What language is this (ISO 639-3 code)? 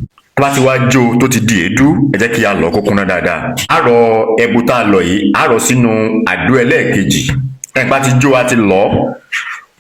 yor